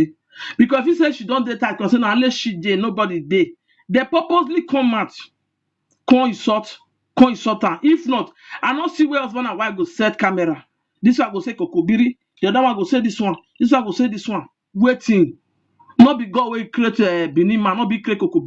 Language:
Nigerian Pidgin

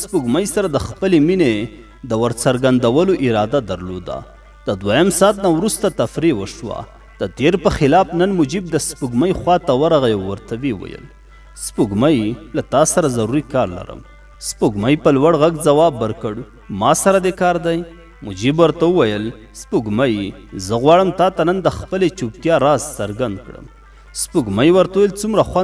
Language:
Pashto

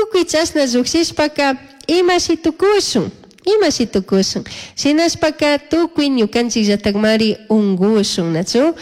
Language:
Chimborazo Highland Quichua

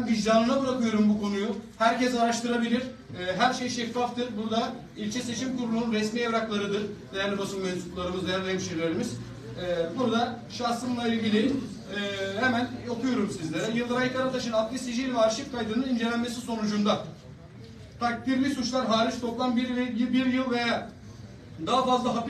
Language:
Turkish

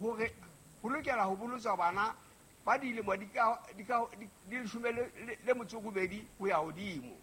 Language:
Southern Sotho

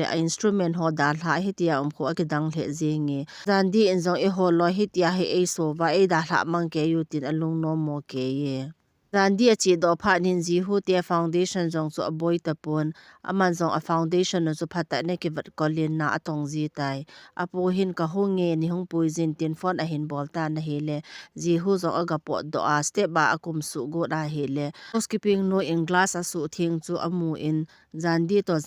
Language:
Thado Chin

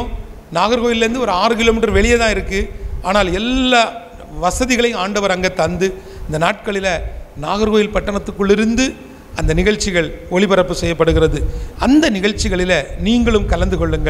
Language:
Tamil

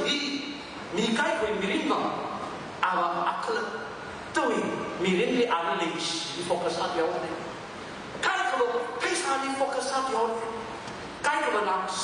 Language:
Tangkhul Naga (India)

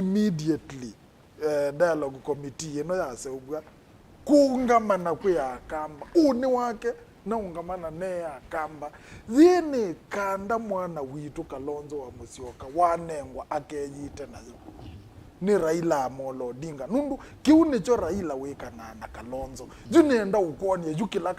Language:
Kamba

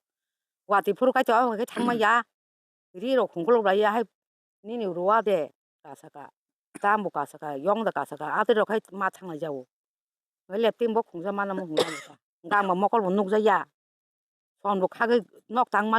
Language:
Kok Borok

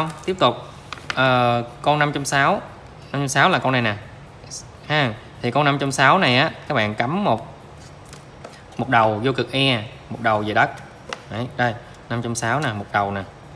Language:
Vietnamese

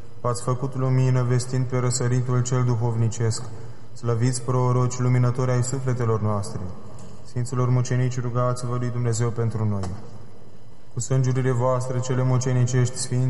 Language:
Romanian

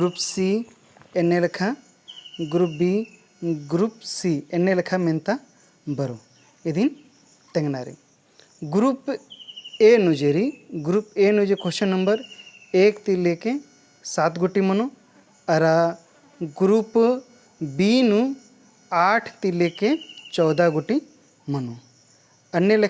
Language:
Kurukh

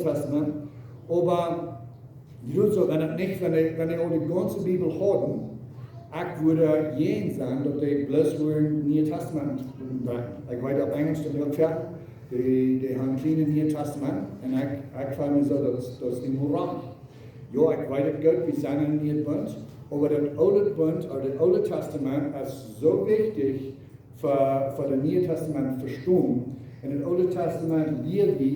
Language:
Plautdietsch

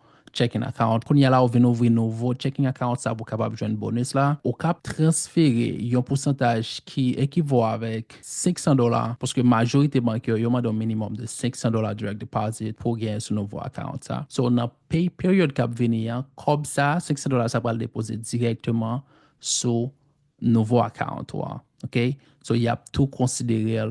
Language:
Haitian Creole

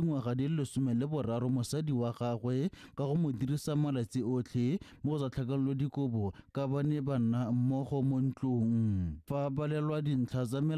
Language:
Tswana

